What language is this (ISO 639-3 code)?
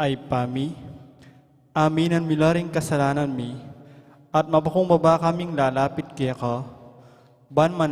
pam